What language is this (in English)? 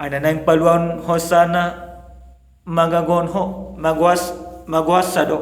Batak Toba